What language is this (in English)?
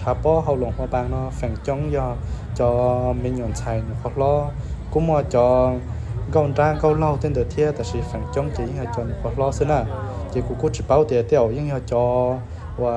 Hmong